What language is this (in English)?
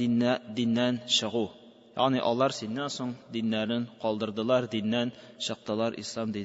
Tatar